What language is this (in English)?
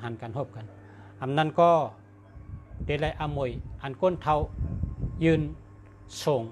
Shan